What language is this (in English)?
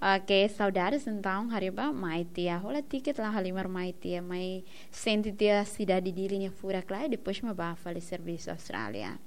Tetum